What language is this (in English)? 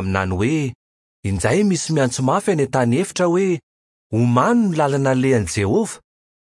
Malagasy